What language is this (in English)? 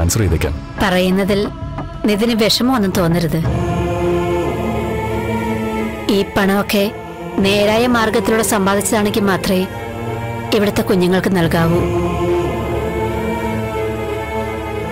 Malayalam